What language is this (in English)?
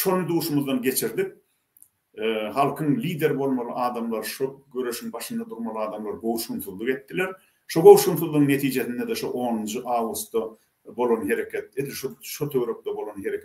Turkmen